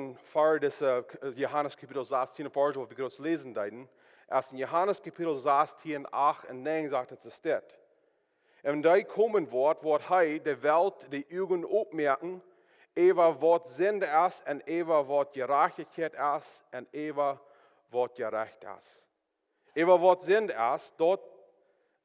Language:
Plautdietsch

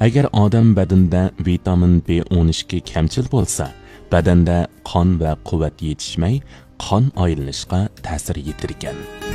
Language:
Uyghur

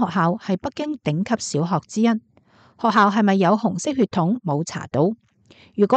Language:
Cantonese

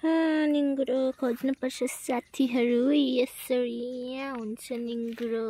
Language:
Nepali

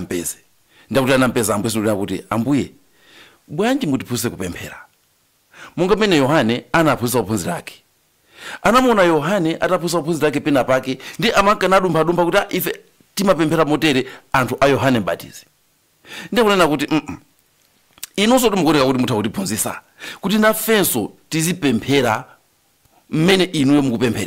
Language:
Nyanja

